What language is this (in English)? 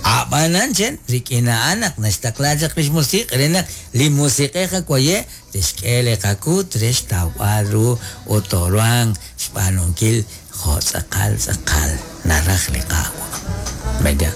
Kekchí